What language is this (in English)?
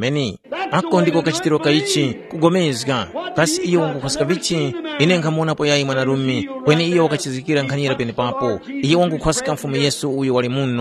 Tumbuka